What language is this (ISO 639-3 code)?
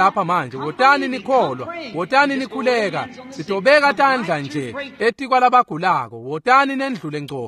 ssw